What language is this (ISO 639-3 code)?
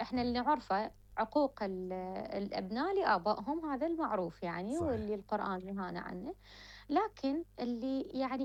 acm